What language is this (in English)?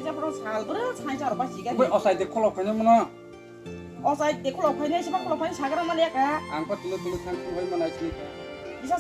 Kok Borok